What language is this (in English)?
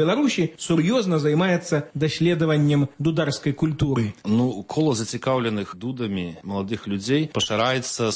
Belarusian